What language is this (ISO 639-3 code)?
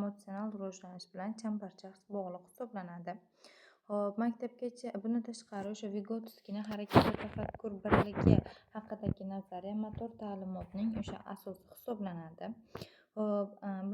uzb